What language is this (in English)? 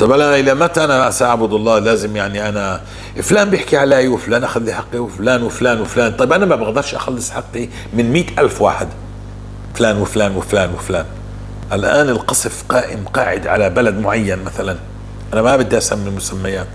North Levantine Arabic